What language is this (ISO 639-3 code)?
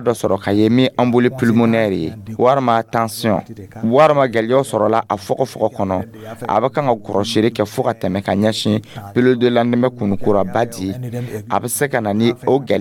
dyu